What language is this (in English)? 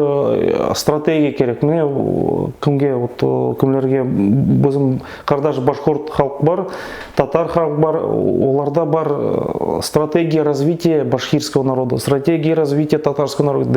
Nogai